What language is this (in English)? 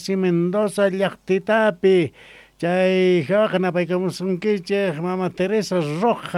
South Bolivian Quechua